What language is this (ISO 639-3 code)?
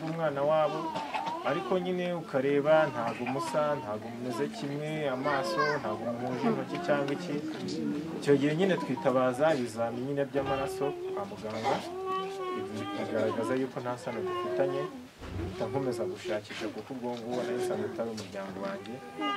kin